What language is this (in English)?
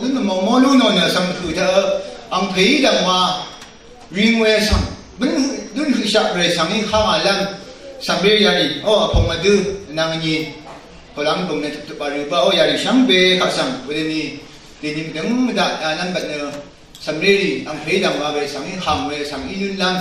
Rawang